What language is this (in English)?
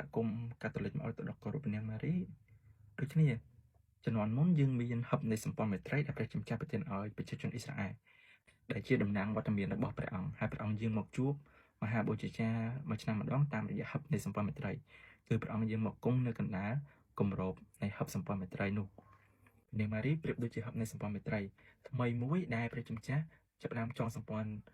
Khmer